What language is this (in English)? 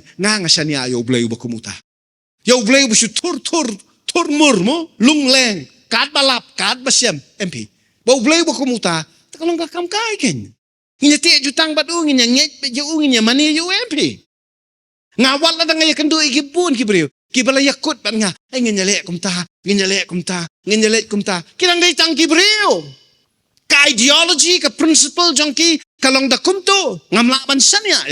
Khasi